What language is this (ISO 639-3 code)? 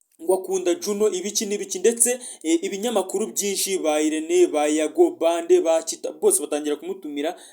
kin